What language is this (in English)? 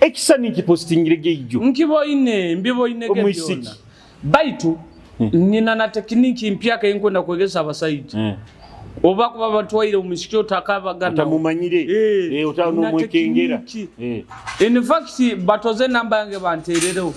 Nyoro